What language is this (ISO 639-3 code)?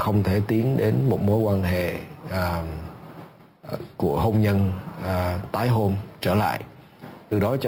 vie